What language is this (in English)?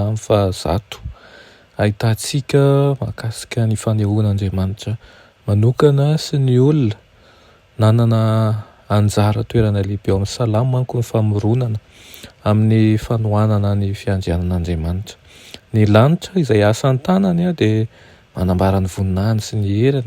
Malagasy